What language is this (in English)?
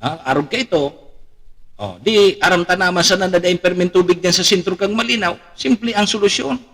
Bikol